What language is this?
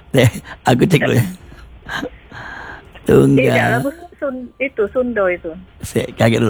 Indonesian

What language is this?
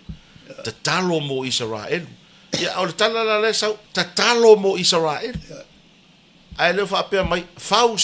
Samoan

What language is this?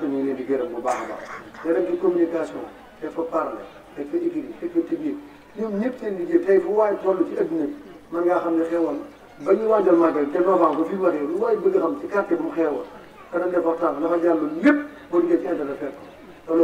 Wolof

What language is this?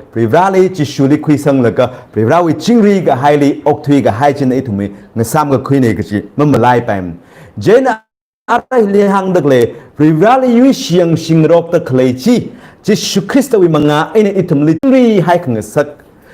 Tangkhul Naga (India)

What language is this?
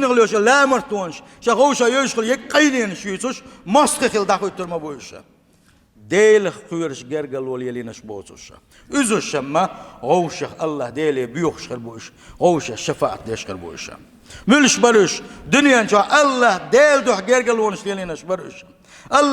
Chechen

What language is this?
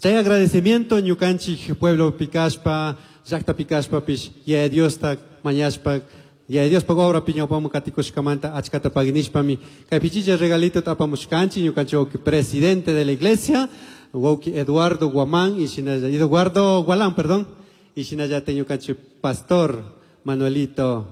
Chimborazo Highland Quichua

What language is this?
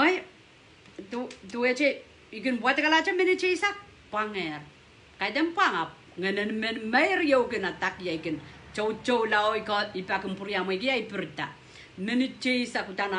Pohnpeian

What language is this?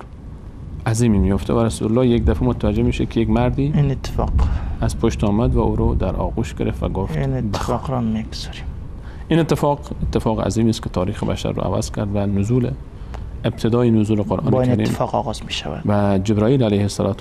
Persian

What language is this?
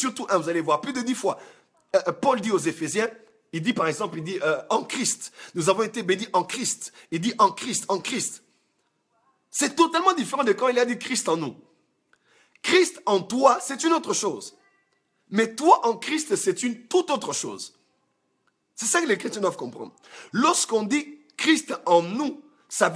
French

